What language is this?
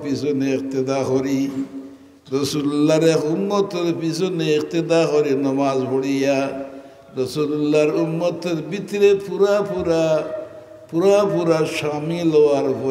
Sylheti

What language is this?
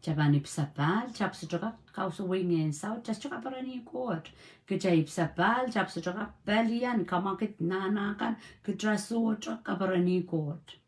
Pohnpeian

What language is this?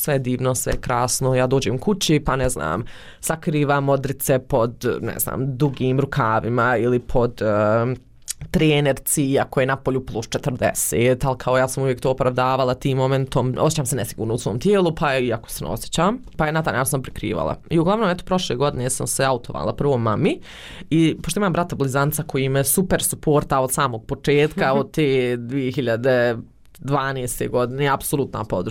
Bosnian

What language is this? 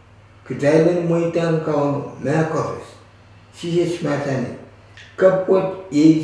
Pohnpeian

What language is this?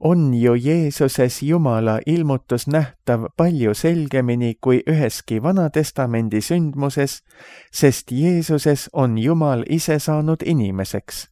Estonian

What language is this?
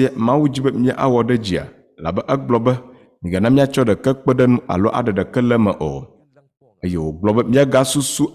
Ewe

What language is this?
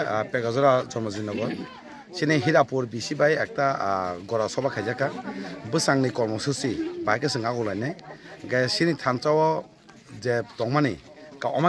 Kok Borok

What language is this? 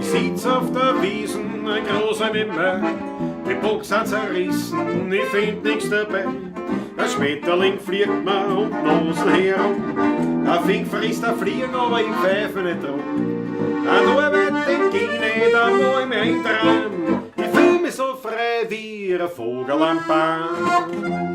Bavarian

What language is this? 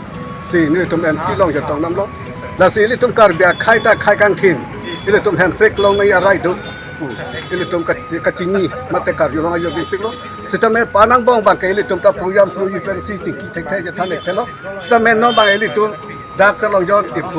Karbi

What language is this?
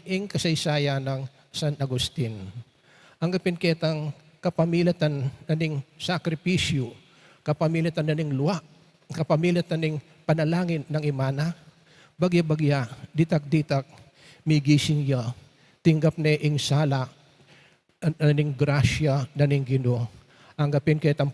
Pampanga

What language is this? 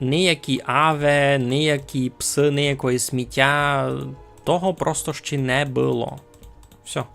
Rusyn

